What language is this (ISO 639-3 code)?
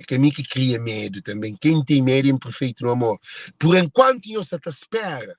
kea